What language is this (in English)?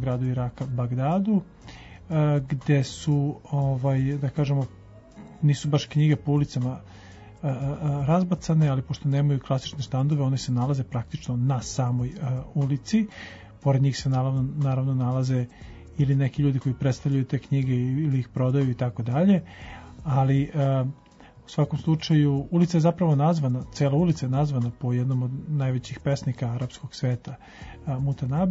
Serbian